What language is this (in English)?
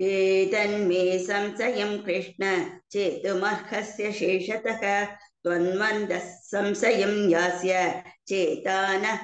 Sanskrit